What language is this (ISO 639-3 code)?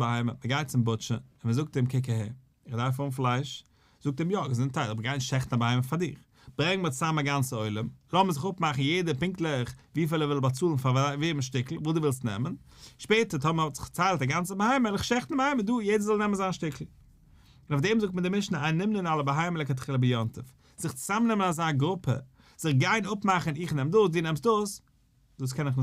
yid